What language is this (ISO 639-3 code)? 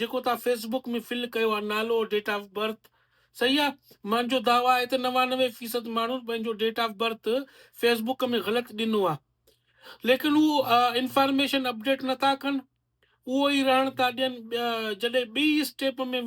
snd